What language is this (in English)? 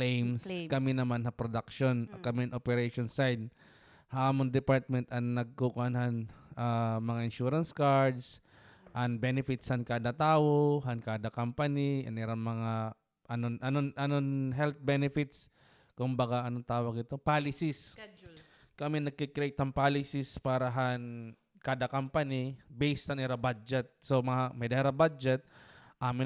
Waray